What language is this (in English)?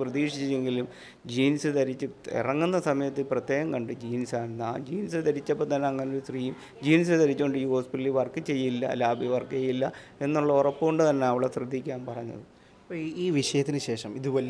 Malayalam